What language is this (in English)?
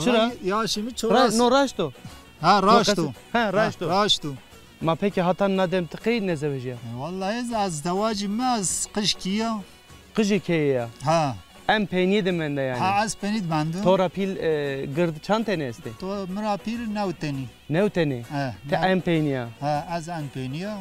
Zaza